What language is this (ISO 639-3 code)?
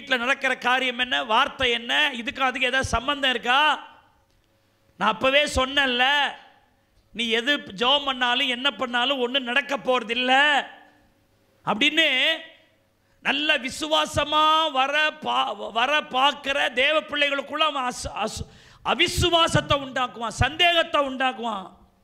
tam